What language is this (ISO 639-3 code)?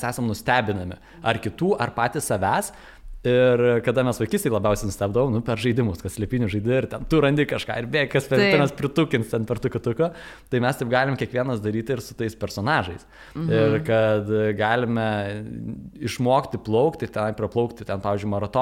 lit